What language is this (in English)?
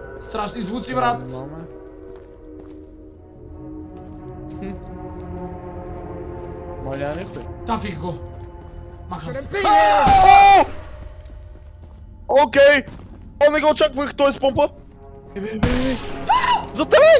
Bulgarian